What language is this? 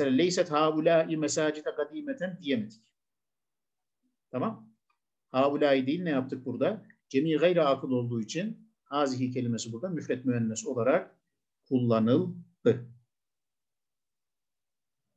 Turkish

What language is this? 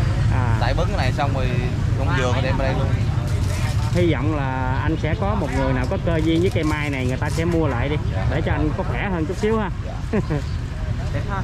Vietnamese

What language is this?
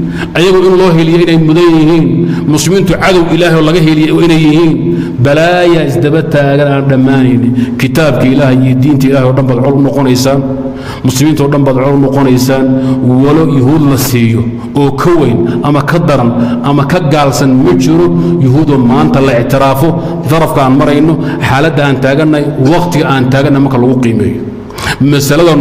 Somali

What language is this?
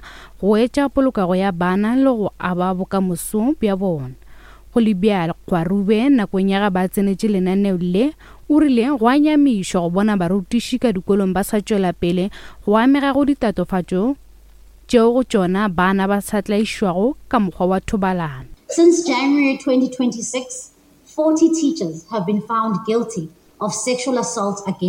Northern Sotho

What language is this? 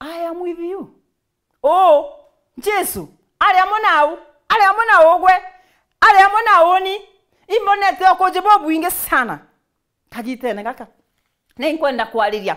Meru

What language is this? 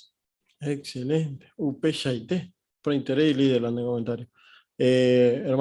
Guarani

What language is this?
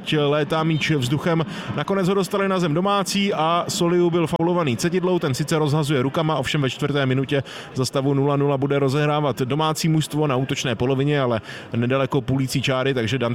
Czech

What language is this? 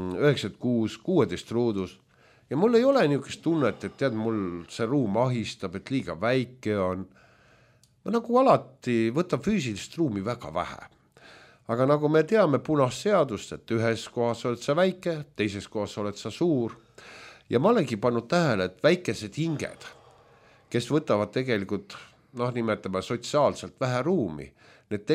Estonian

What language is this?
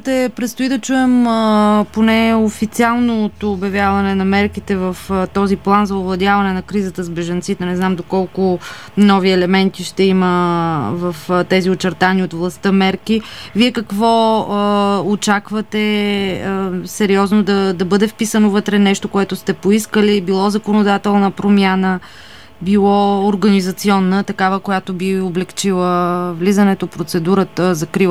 Bulgarian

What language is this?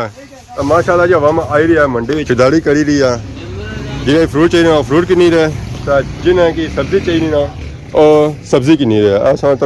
Pahari-Potwari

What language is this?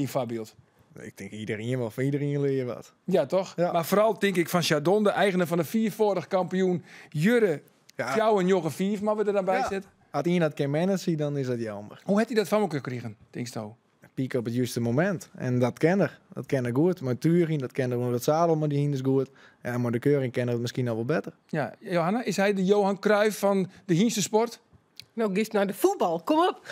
Western Frisian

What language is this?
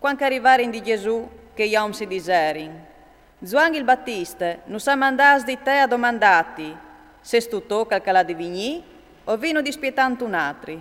Friulian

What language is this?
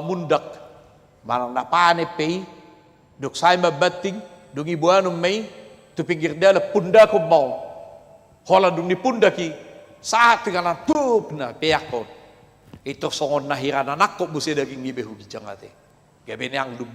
Batak Toba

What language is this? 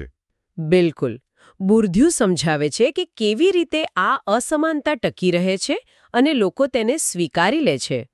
Gujarati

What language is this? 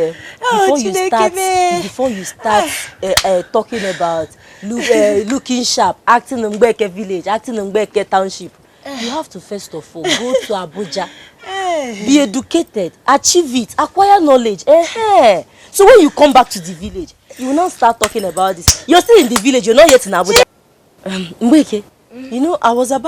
Igbo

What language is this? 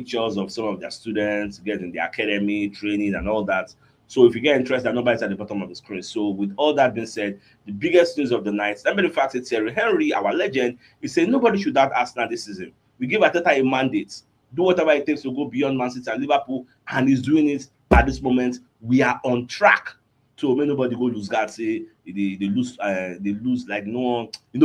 Nigerian Pidgin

